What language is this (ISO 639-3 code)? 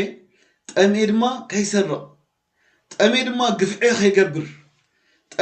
tir